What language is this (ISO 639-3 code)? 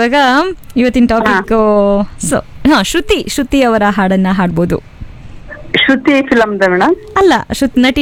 kan